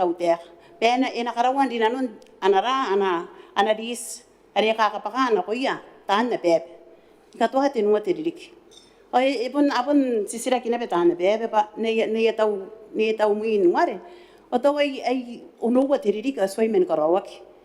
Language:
Gilbertese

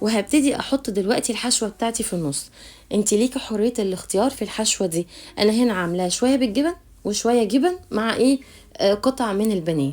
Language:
Egyptian Arabic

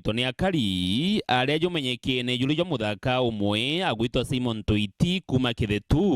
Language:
Meru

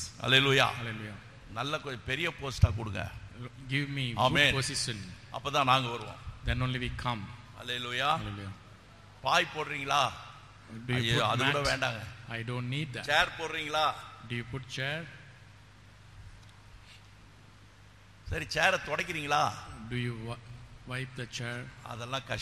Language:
Tamil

